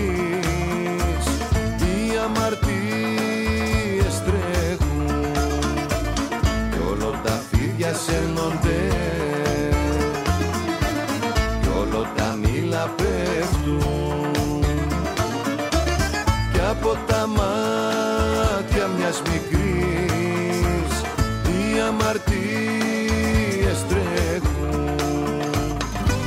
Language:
Greek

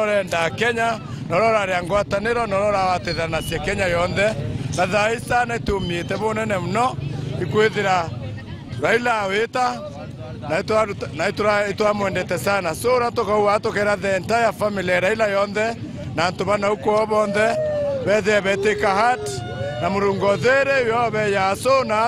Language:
Meru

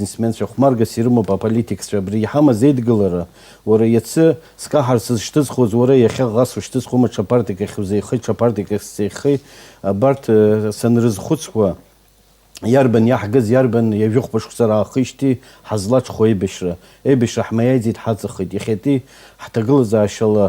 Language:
Abkhazian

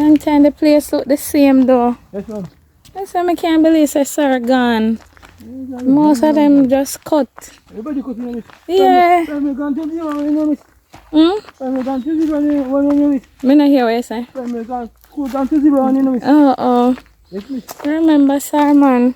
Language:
Jamaican Creole English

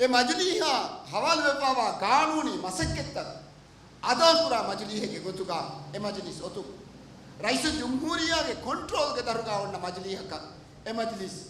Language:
Divehi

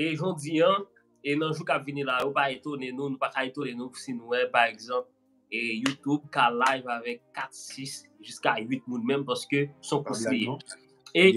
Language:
Haitian Creole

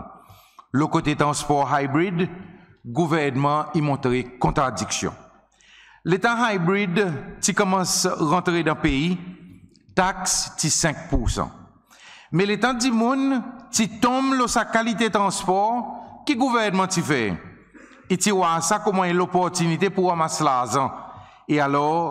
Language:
Seselwa Creole French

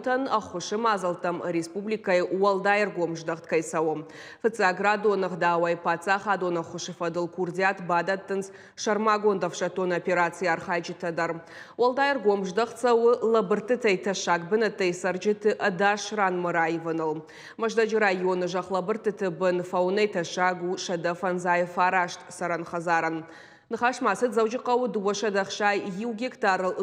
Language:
Ossetic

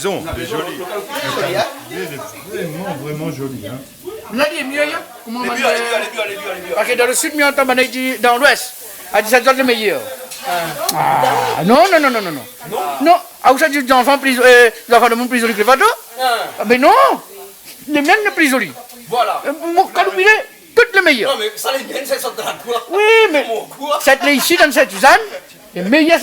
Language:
Réunion Creole French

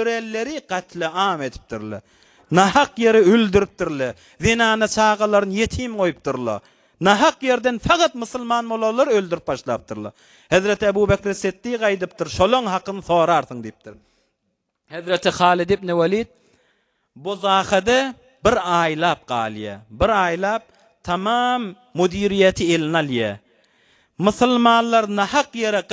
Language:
Turkmen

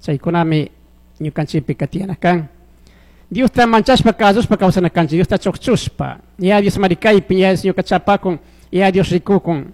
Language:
Chimborazo Highland Quichua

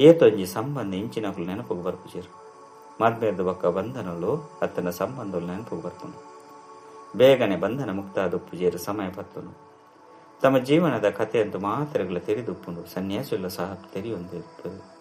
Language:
Tulu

